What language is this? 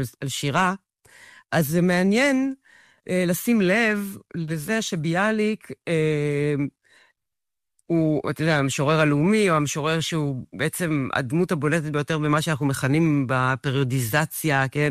Hebrew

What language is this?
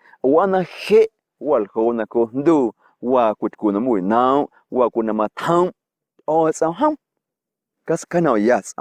Guerrero Amuzgo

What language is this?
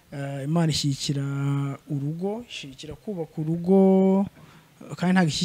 Kinyarwanda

